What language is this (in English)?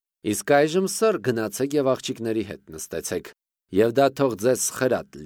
Armenian